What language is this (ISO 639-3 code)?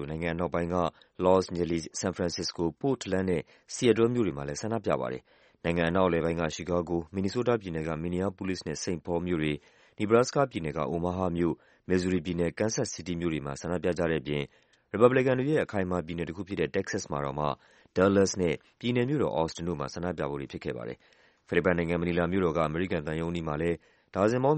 mya